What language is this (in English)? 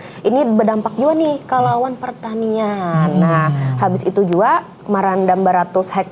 Banjar